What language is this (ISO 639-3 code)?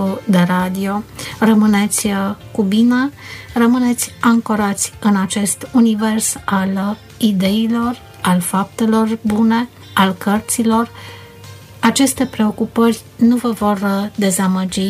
ron